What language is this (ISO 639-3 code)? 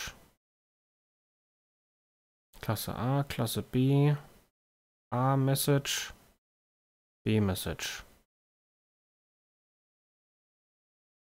deu